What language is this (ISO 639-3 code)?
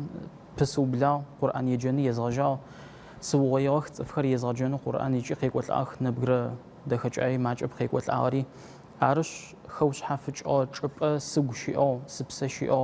ady